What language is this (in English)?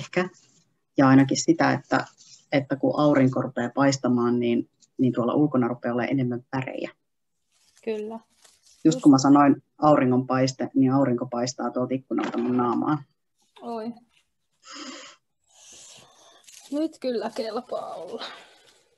Finnish